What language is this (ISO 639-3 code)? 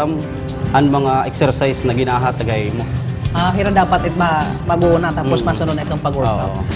war